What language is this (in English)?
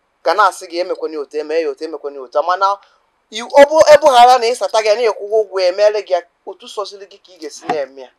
Igbo